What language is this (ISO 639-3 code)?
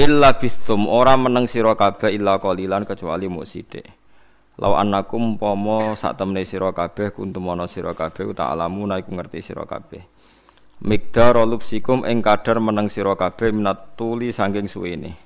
jav